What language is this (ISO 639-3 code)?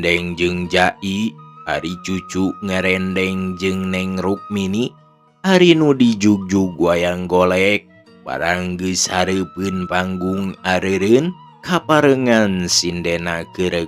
sun